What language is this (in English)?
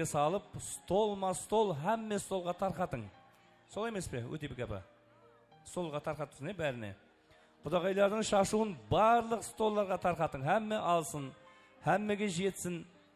Kara-Kalpak